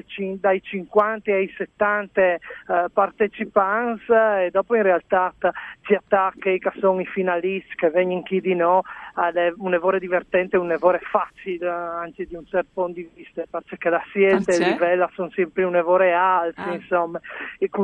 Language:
Friulian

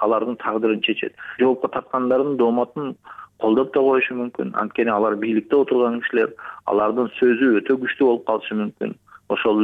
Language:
Kyrgyz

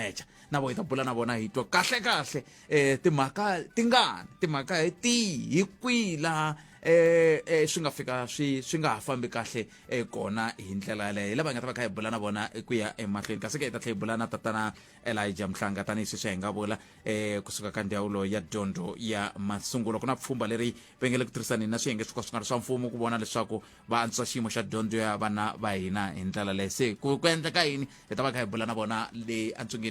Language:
Tsonga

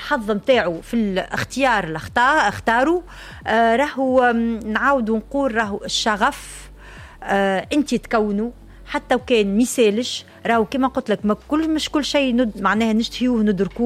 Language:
Tunisian Arabic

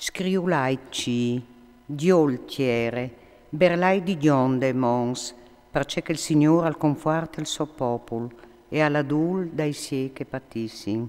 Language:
Friulian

